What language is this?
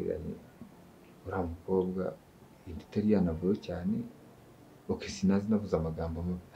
Kinyarwanda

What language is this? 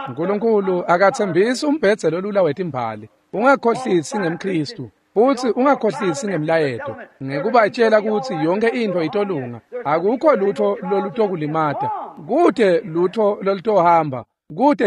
Swati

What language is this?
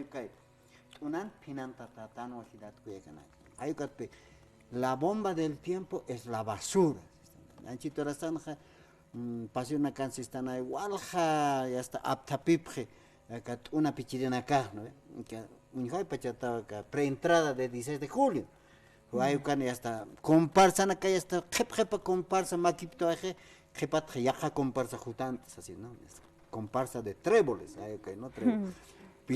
Aymara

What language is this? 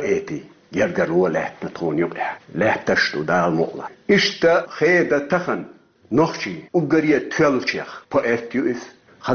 Chechen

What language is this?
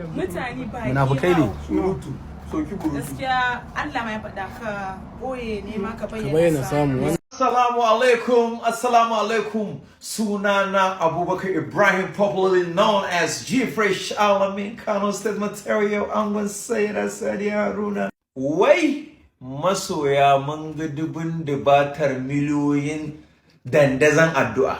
Hausa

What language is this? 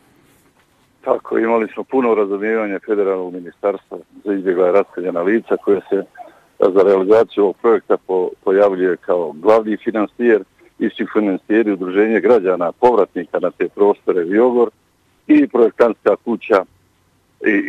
Bosnian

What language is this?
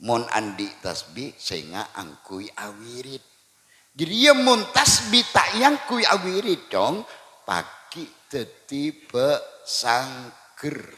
Madurese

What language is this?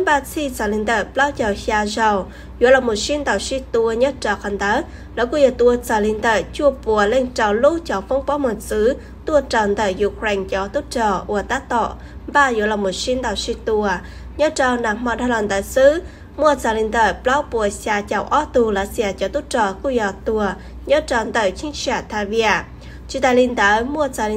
Hmong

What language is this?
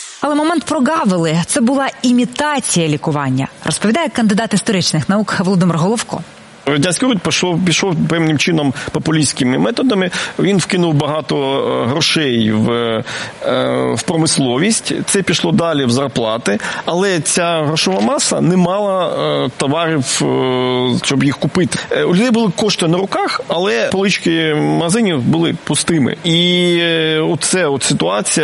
Ukrainian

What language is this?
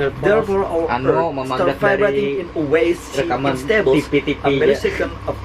Banjar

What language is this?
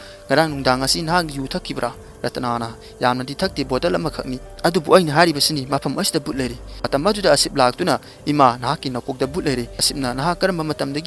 Manipuri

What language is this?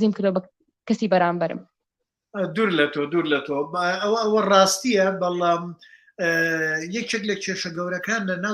Central Kurdish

